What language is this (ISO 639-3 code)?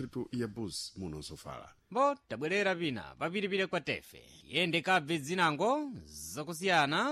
seh